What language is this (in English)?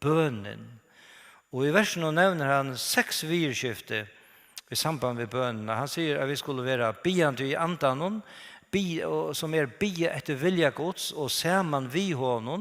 Faroese